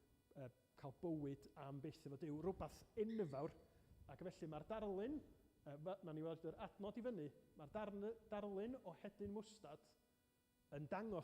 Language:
Welsh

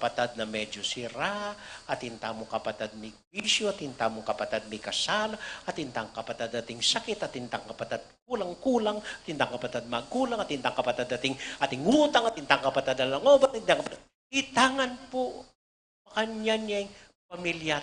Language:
Pampanga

